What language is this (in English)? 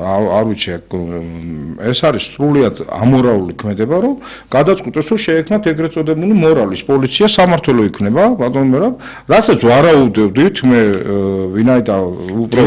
Georgian